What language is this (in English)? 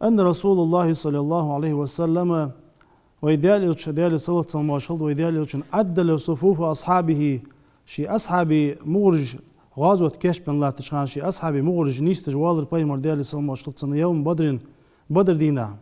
Ingush